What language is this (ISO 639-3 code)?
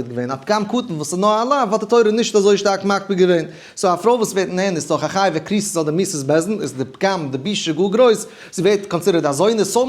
yid